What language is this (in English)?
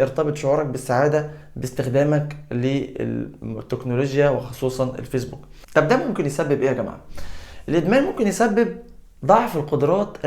Egyptian Arabic